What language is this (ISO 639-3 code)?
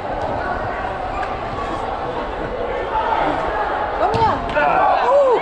swe